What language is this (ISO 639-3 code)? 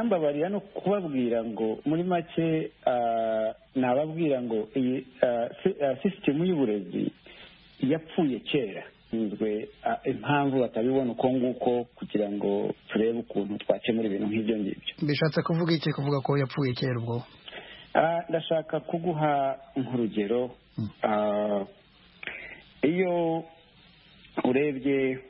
kin